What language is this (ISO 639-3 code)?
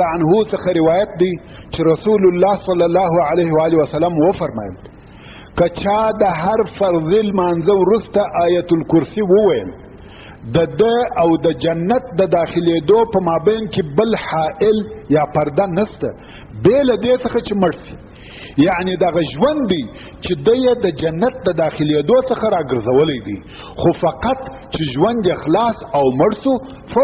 pus